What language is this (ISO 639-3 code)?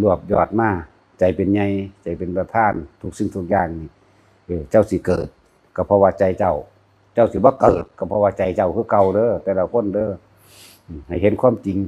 tts